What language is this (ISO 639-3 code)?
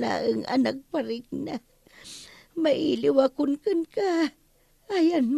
ilo